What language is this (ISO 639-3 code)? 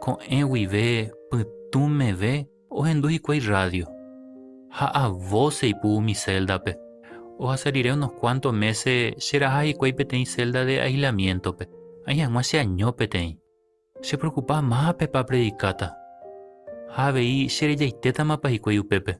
grn